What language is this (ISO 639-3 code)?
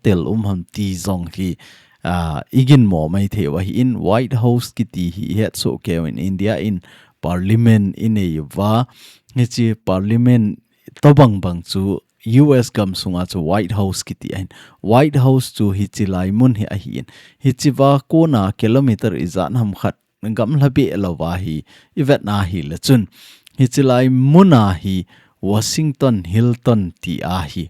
tcz